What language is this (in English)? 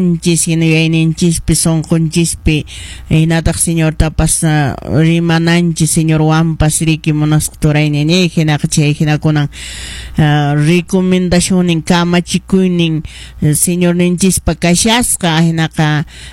Quechua